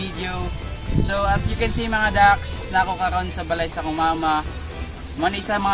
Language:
Cebuano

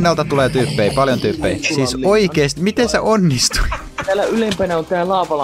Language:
Finnish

